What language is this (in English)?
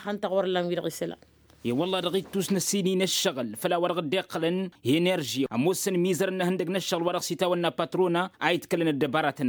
Tamasheq